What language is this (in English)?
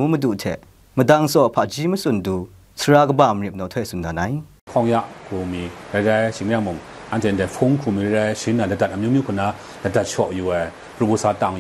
Kachin